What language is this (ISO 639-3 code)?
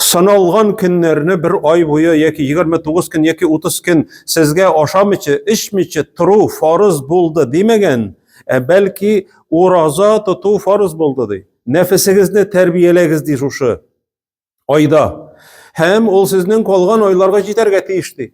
tat